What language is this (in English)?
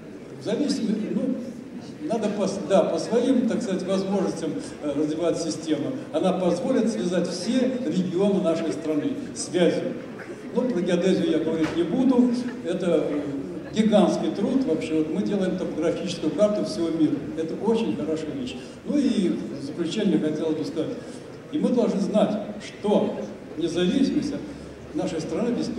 Russian